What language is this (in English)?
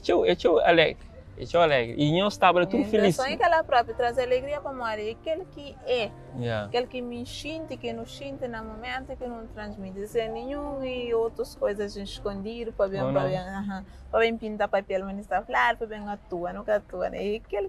Kabuverdianu